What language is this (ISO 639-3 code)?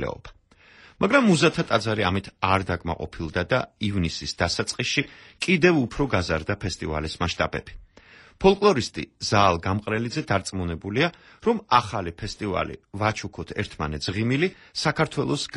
kat